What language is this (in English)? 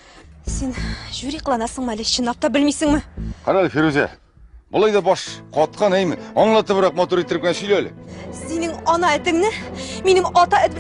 Tatar